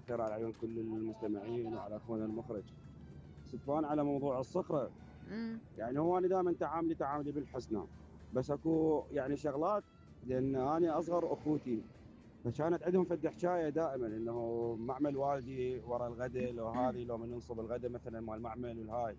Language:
Mesopotamian Arabic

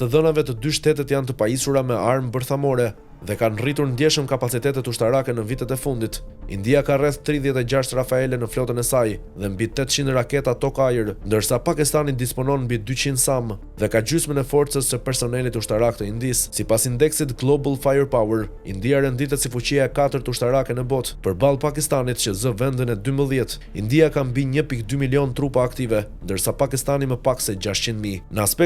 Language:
Albanian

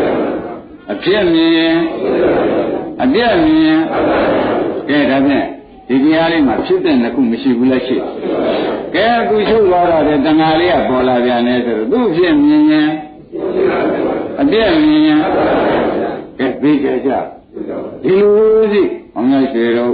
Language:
Burmese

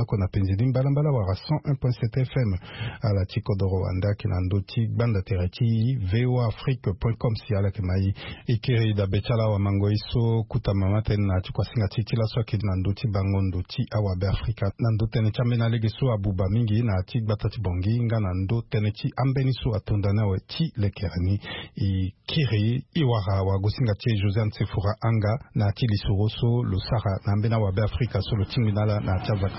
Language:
Sango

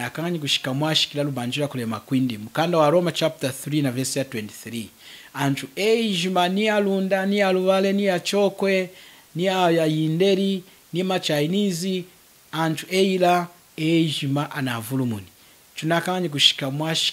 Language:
Lunda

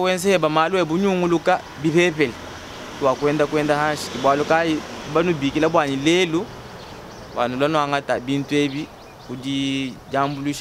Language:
Luba-Lulua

